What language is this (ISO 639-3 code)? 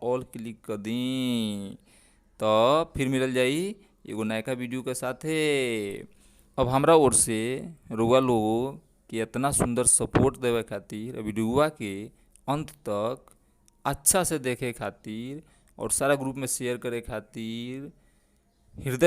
bho